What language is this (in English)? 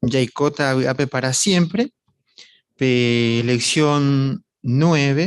Guarani